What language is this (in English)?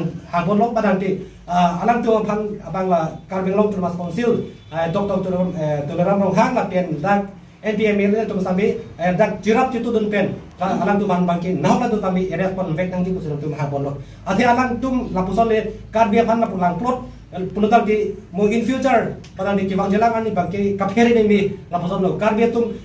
Karbi